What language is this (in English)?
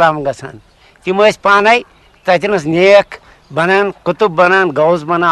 Kashmiri